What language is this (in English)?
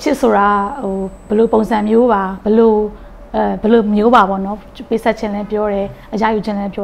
Burmese